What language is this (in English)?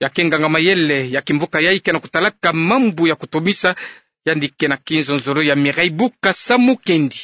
Kituba (Democratic Republic of Congo)